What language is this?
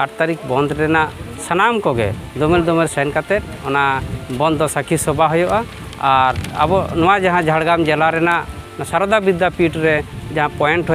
Santali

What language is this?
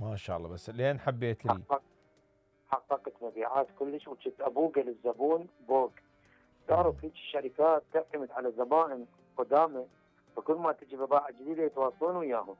Mesopotamian Arabic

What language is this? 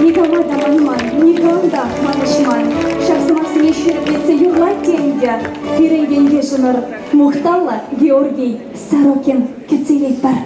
Chuvash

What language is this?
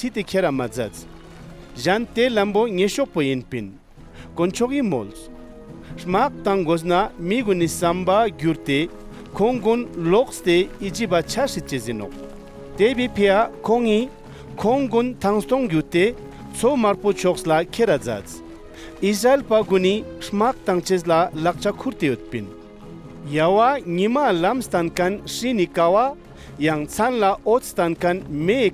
Ladakhi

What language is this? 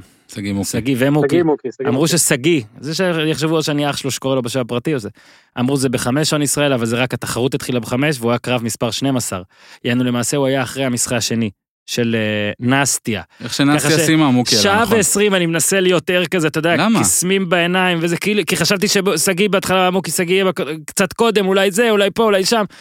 Hebrew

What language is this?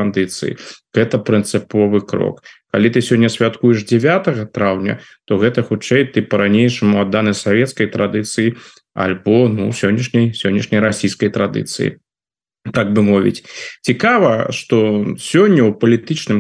Belarusian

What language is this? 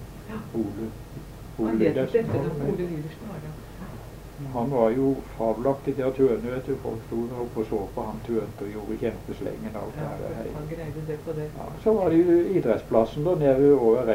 Norwegian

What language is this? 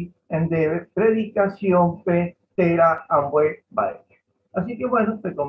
Guarani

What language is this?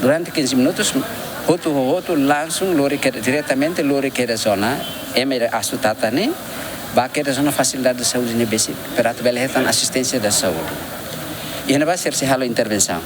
Tetum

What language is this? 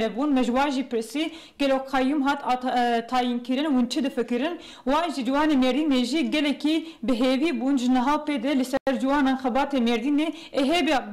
Kurdish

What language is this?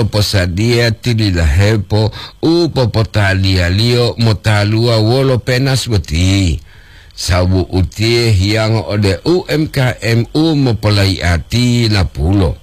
Gorontalo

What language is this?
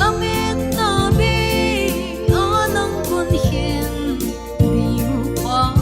Paite Chin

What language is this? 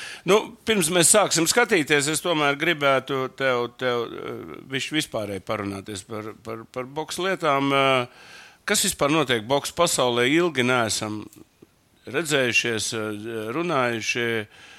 Latvian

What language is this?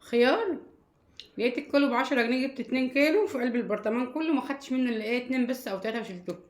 Egyptian Arabic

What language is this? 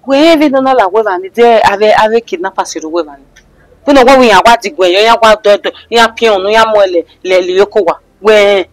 Bini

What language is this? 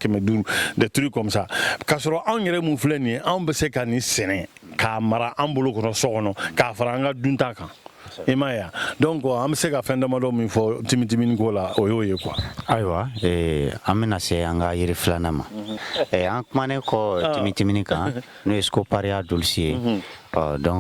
Bambara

